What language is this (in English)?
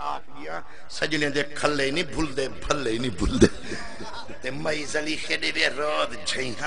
Saraiki